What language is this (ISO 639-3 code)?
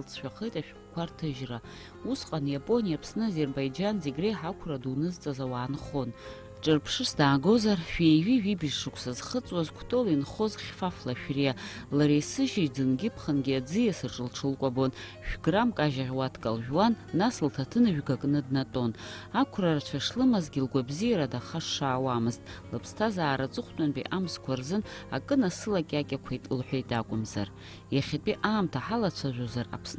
abk